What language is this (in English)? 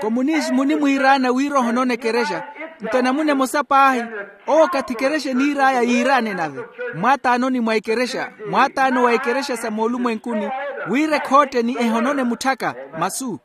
Makhuwa